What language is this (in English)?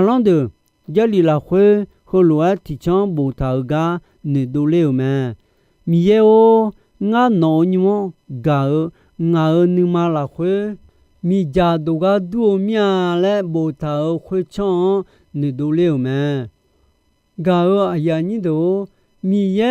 Akha